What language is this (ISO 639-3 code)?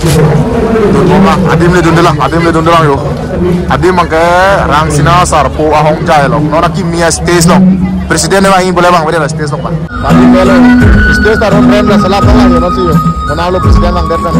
mjw